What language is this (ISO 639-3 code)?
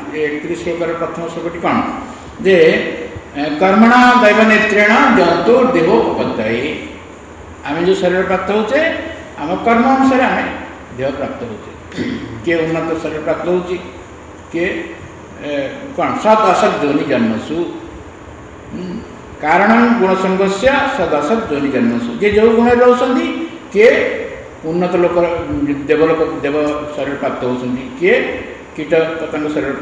ori